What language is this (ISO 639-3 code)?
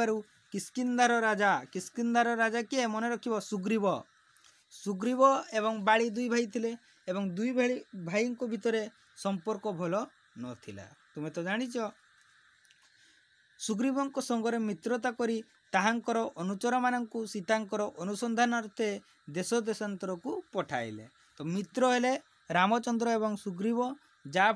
ori